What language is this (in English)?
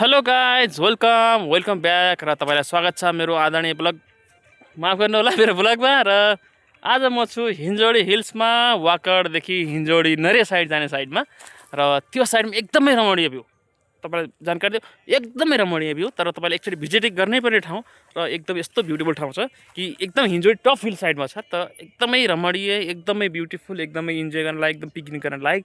Nepali